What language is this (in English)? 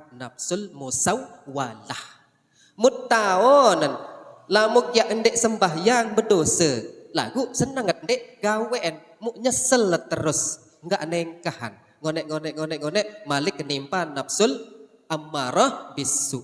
Sasak